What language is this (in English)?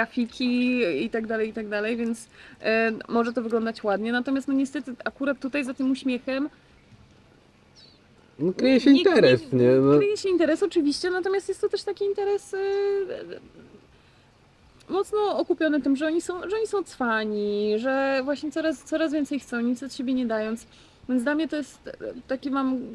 Polish